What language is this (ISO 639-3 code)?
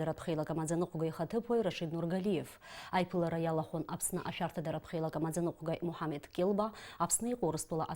abk